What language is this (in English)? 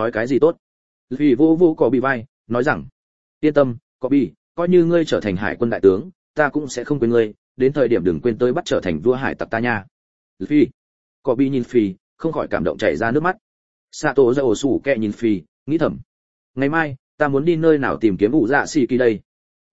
Vietnamese